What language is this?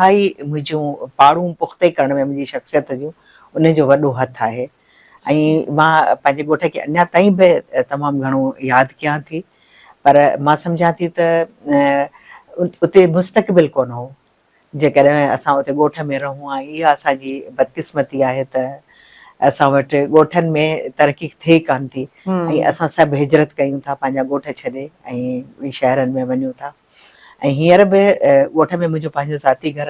Sindhi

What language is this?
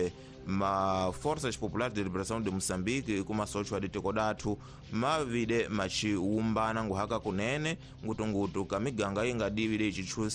Tsonga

